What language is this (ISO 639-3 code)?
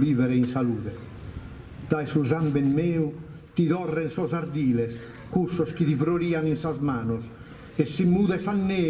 srd